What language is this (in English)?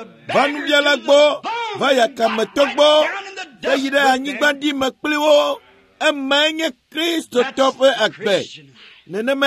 Ewe